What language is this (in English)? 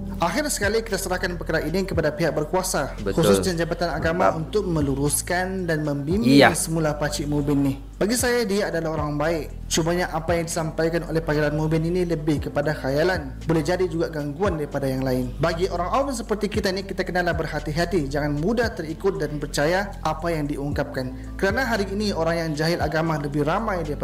Malay